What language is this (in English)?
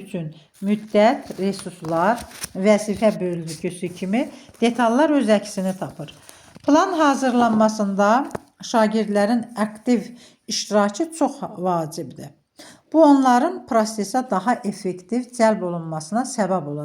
Azerbaijani